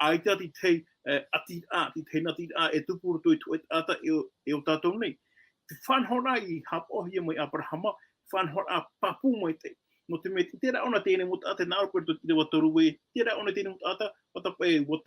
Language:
Tahitian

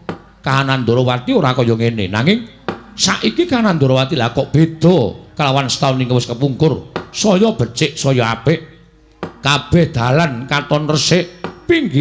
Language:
Javanese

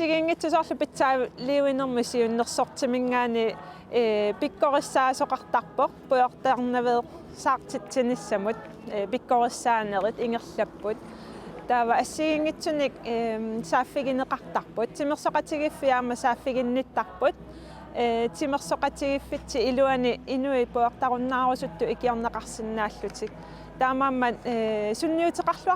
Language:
Kalaallisut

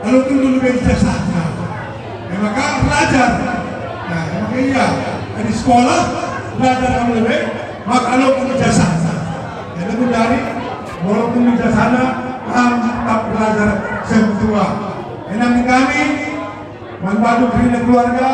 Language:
Batak Karo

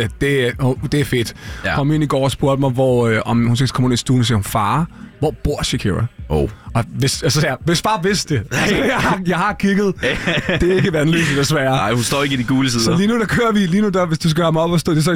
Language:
Danish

